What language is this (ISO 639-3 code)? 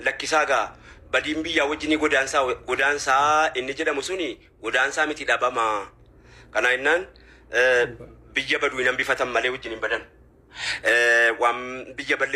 orm